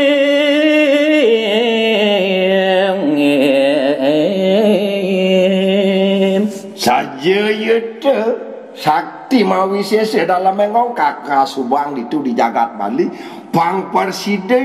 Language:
Balinese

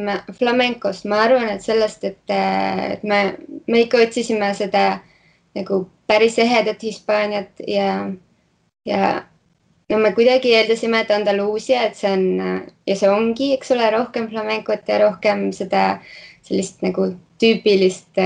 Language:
Estonian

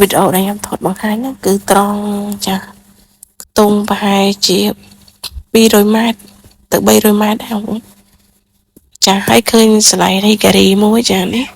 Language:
Khmer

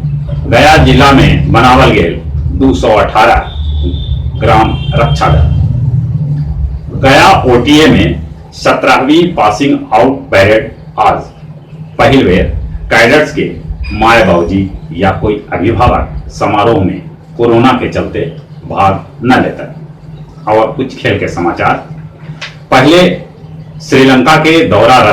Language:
Magahi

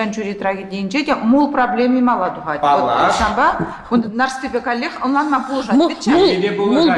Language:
Chuvash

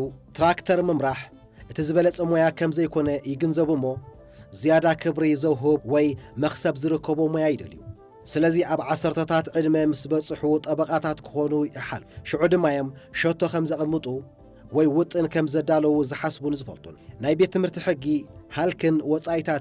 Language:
Tigrinya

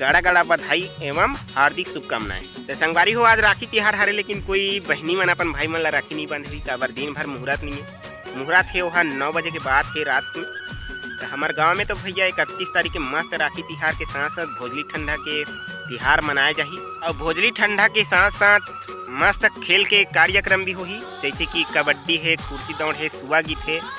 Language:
Chhattisgarhi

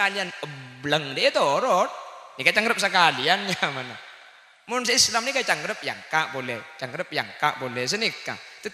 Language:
Madurese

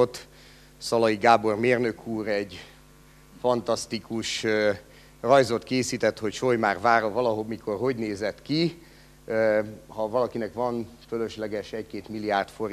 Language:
Hungarian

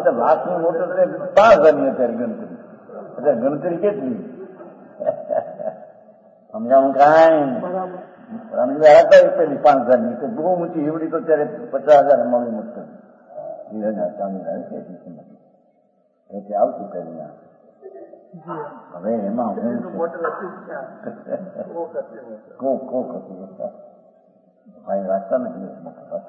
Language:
Gujarati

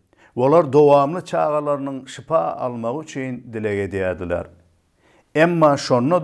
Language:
Turkmen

